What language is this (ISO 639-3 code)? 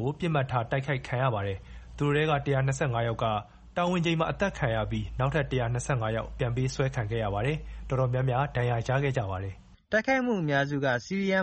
mya